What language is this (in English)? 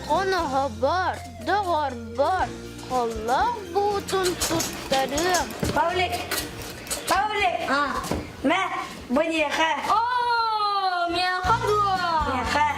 Yakut